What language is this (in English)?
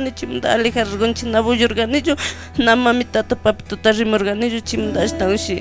Chimborazo Highland Quichua